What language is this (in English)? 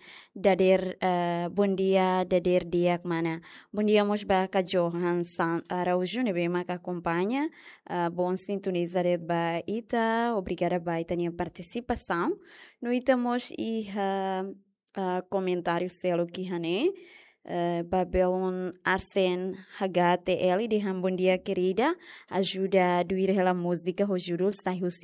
Tetum